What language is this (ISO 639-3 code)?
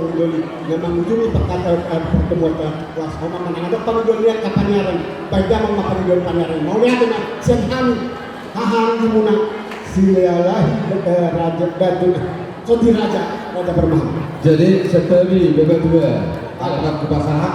bbc